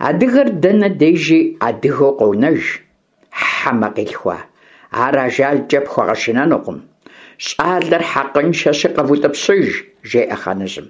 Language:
Kabardian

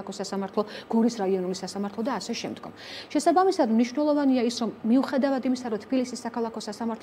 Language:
Georgian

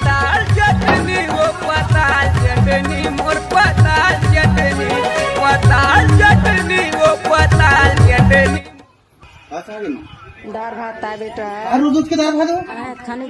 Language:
Chhattisgarhi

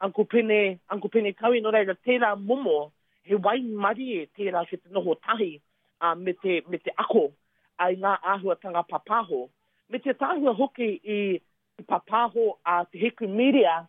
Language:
Māori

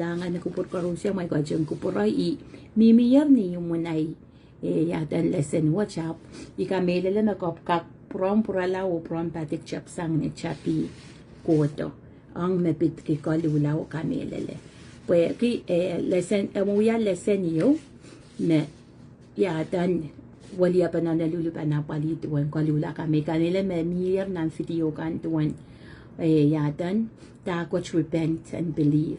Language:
Pohnpeian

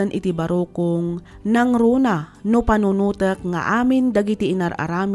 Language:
Iloko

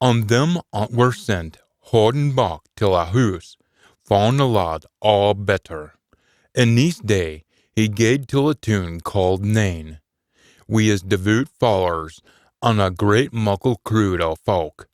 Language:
Scots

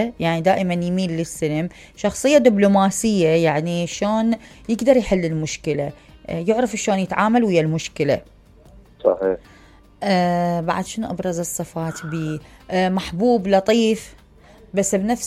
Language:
Mesopotamian Arabic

